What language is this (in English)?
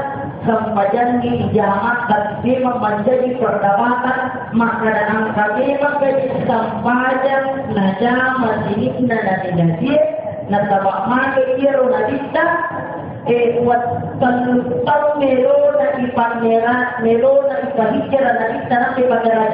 Buginese